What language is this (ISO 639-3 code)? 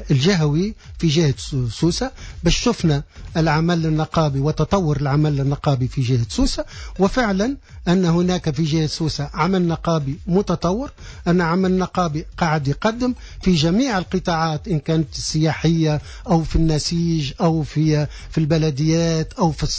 aeb